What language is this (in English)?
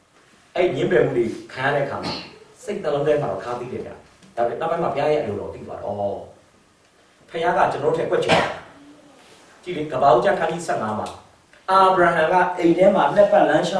Burmese